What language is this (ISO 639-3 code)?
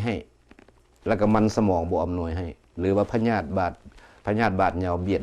lao